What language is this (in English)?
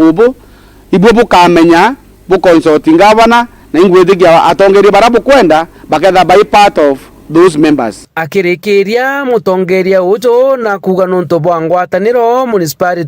Meru